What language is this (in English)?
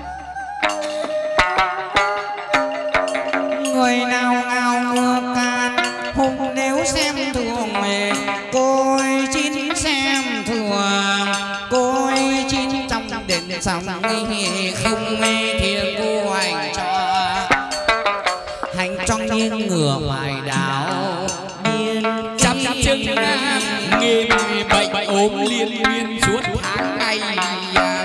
Vietnamese